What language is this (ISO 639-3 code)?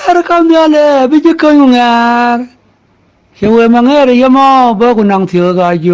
nus